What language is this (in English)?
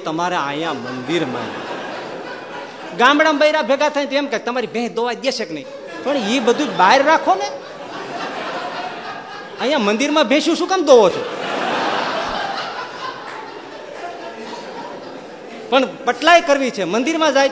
Gujarati